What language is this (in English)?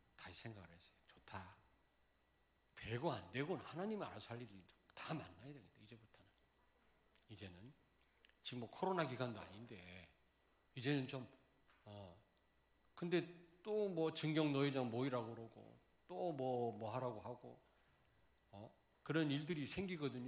Korean